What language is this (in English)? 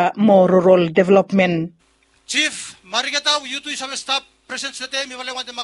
Bislama